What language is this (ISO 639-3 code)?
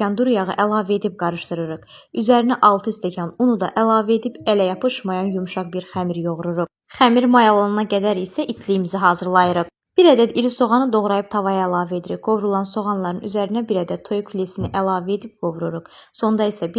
aze